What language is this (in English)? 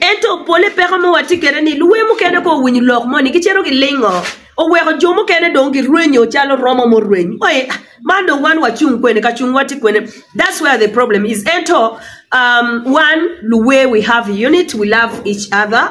Acoli